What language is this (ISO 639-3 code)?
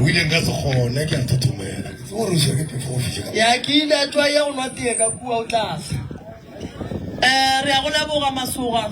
nso